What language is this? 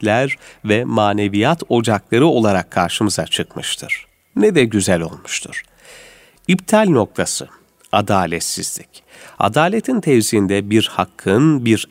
Turkish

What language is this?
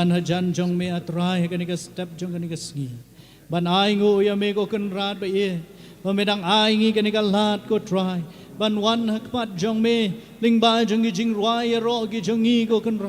Khasi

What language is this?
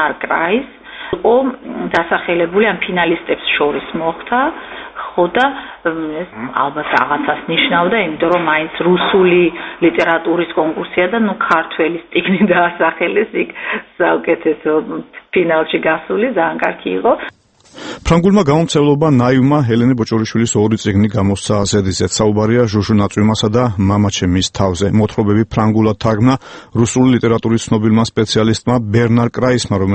Georgian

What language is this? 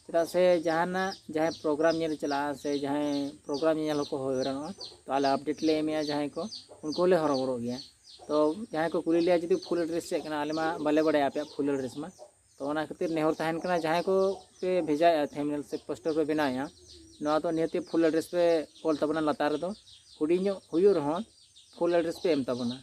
Santali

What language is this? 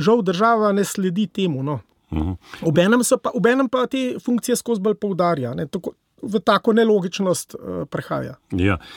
Slovenian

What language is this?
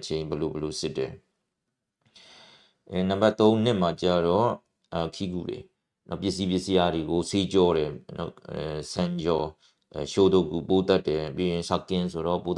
Burmese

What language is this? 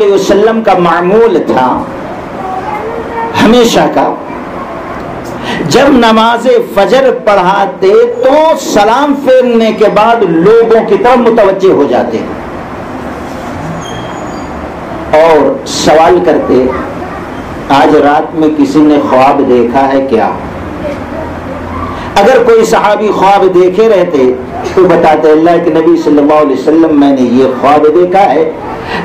Urdu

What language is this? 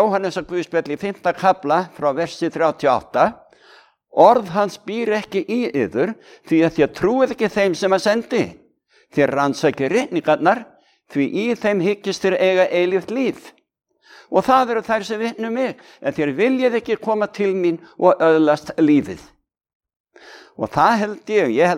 Icelandic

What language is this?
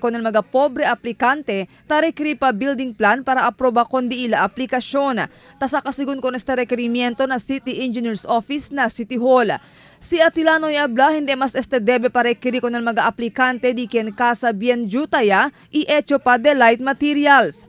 Chavacano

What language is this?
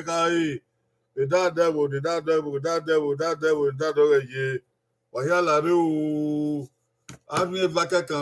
Bini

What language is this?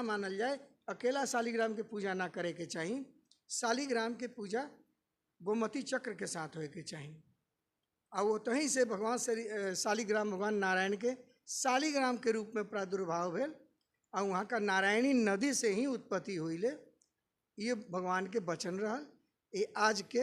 Bhojpuri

